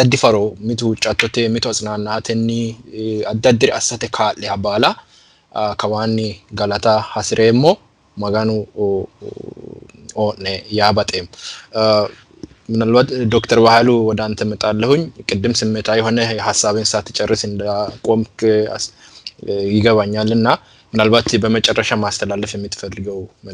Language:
Sidamo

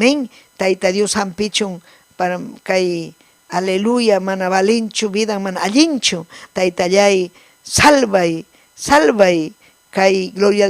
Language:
Ayacucho Quechua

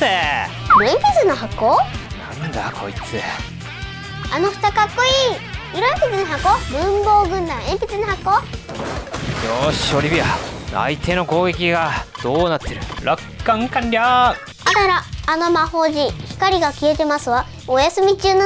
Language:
Japanese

